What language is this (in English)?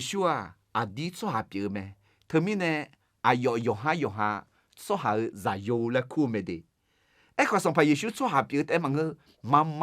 Akha